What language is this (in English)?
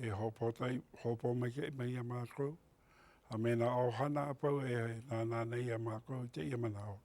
Hawaiian